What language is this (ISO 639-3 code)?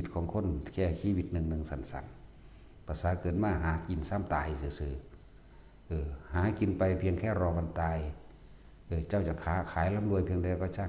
tts